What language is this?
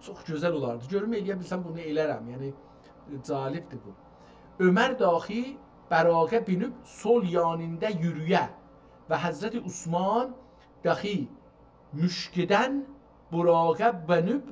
South Azerbaijani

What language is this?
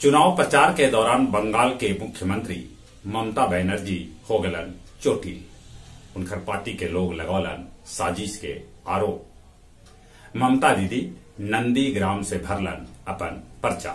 Magahi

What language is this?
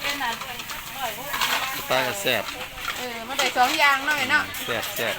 Northeastern Thai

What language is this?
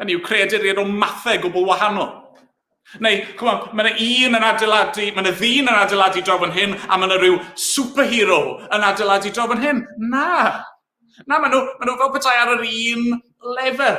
Welsh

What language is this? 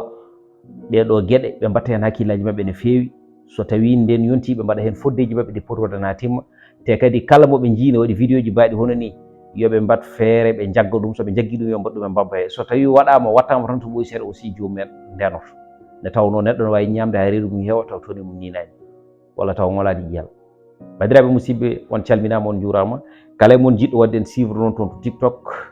Fula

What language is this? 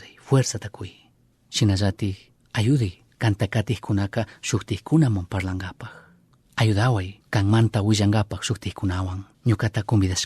Chimborazo Highland Quichua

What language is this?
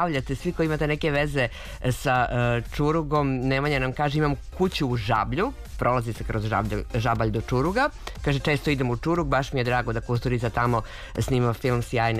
Serbian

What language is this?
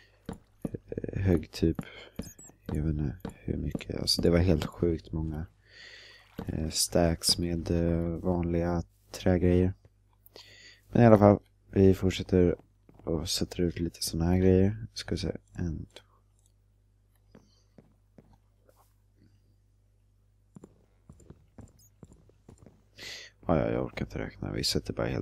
Swedish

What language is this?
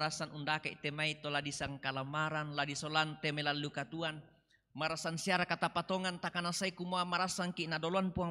Toraja-Sa'dan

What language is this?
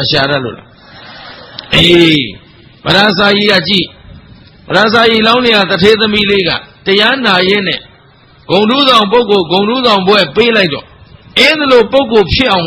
Burmese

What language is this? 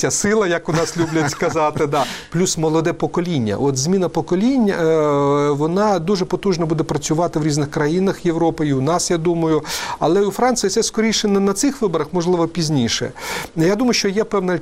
Ukrainian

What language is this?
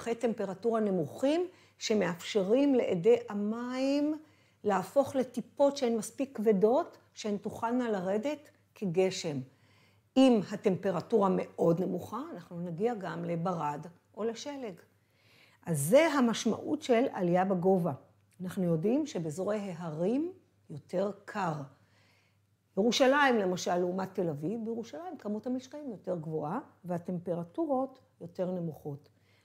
Hebrew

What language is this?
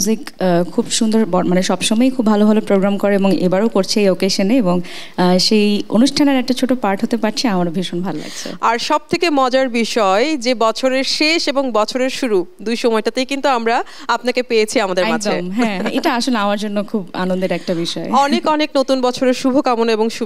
Bangla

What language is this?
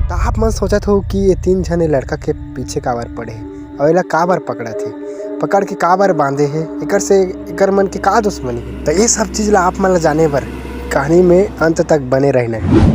Chhattisgarhi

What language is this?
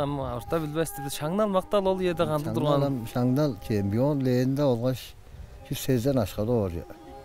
Tuvinian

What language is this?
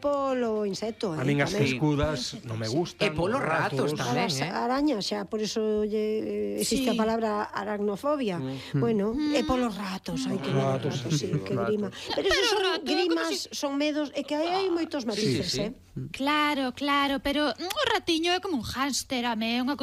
Galician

